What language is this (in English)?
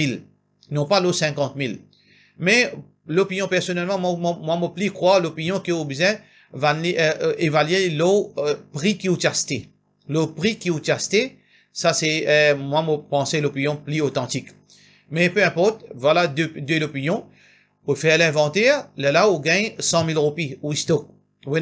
Morisyen